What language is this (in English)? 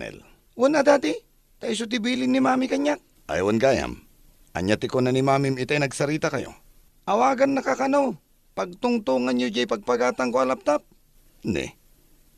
Iloko